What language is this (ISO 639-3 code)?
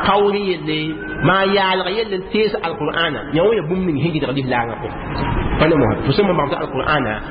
mos